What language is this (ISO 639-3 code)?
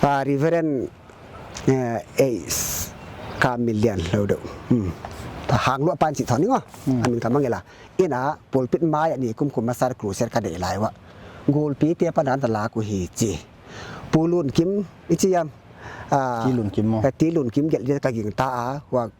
pck